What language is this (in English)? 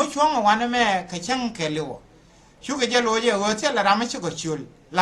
Nuer